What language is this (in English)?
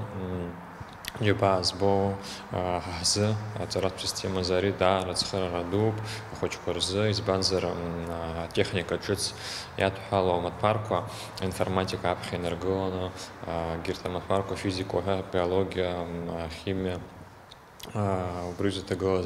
Abkhazian